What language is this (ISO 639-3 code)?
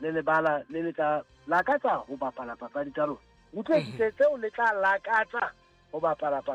sot